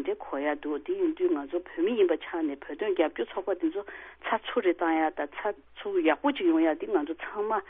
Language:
Tibetan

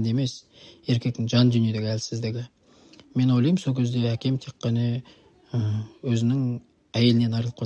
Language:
Kazakh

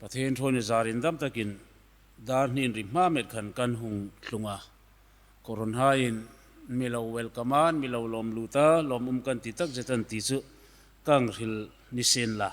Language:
Hmar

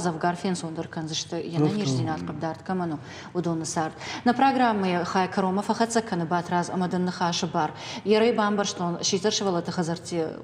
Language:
Ossetic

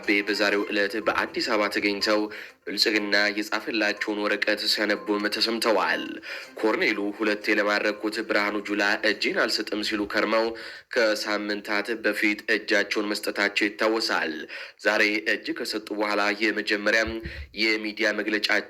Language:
Amharic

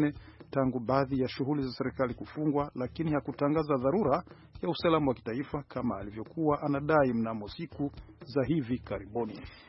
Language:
Swahili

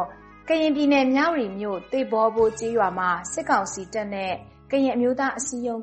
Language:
Burmese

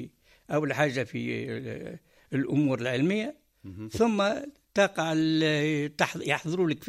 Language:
Tunisian Arabic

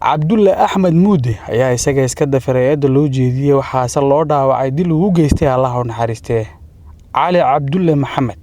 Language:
Somali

